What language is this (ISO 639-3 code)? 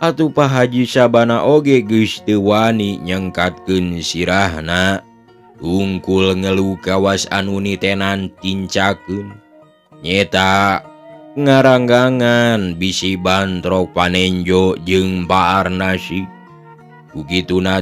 sun